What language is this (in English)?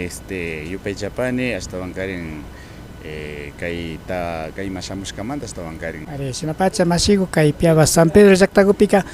Imbabura Highland Quichua